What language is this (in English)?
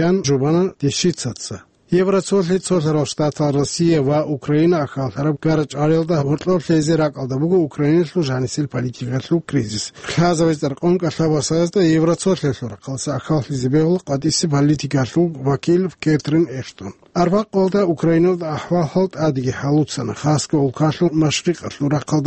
Avaric